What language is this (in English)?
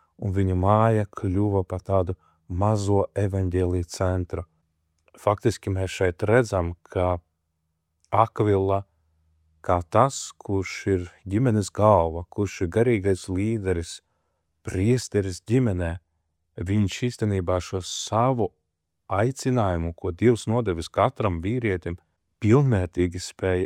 Latvian